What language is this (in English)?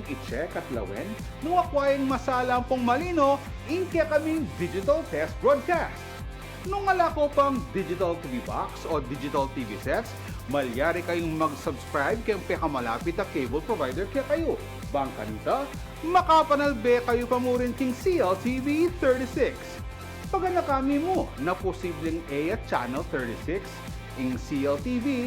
Pampanga